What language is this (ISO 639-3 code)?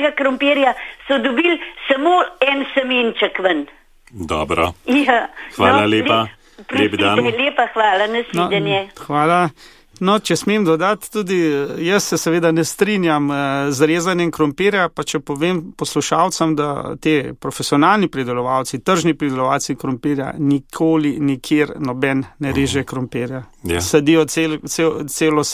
slv